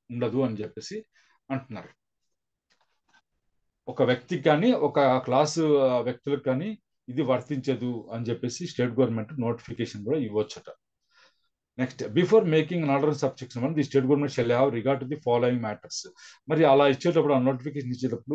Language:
Telugu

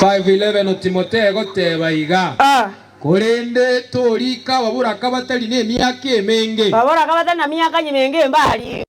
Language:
Gusii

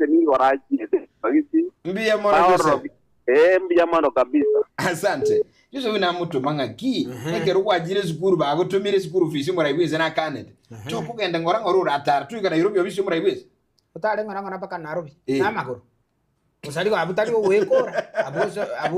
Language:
Gusii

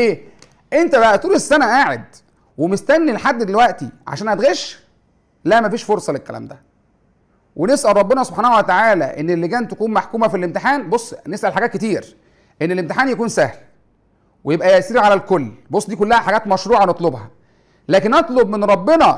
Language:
Egyptian Arabic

